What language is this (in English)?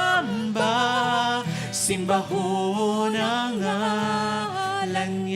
Hiligaynon